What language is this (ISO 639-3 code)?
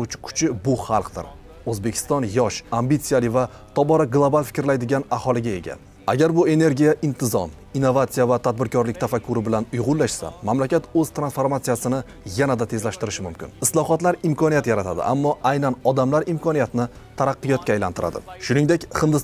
uzb